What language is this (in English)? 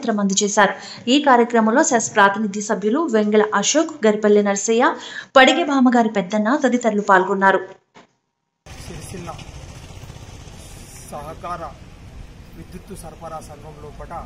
Telugu